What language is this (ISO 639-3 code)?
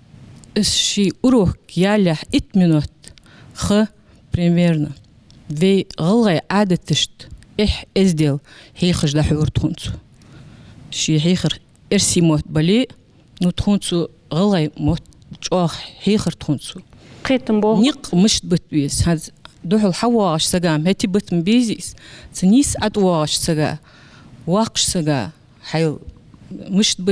inh